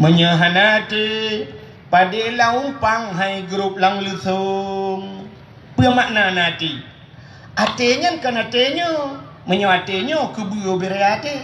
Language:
Achinese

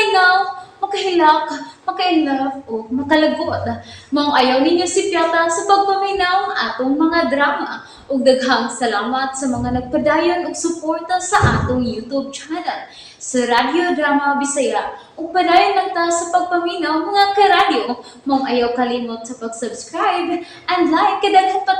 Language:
Cebuano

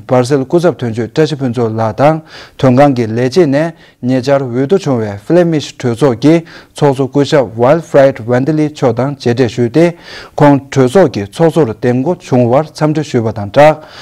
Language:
Tibetan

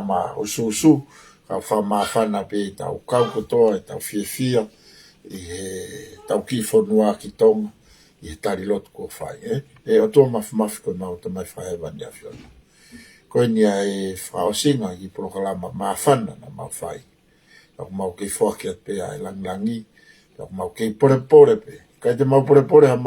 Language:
Tongan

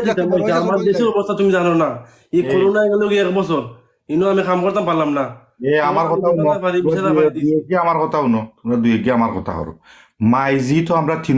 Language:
Sylheti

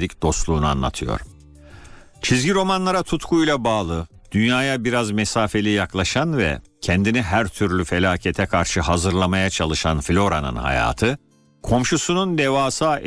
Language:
Turkish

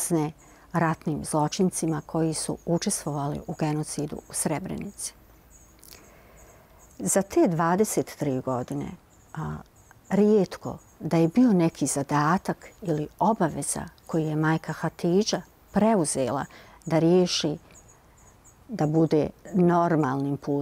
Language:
Bosnian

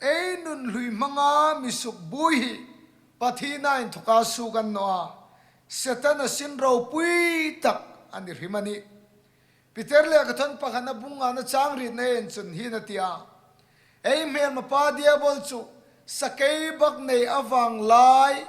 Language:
Hmar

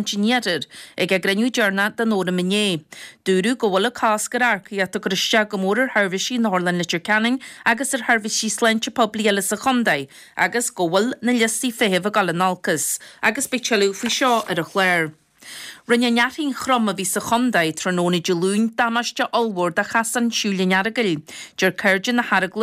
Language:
Irish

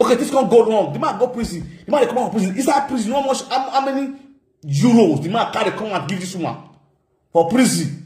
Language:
Nigerian Pidgin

